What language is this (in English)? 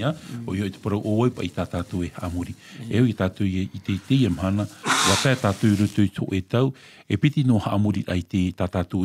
Tahitian